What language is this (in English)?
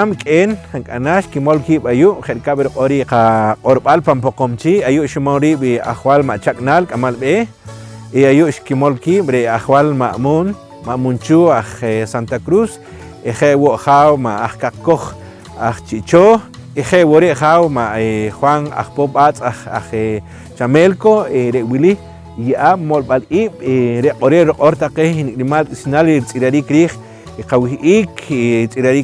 Poqomchi'